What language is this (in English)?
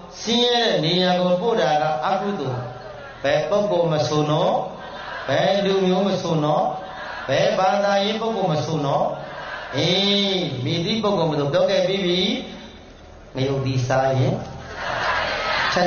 Burmese